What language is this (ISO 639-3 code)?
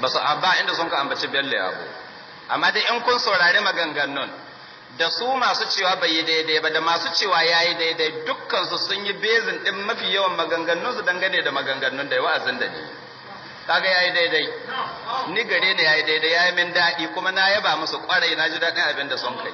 hau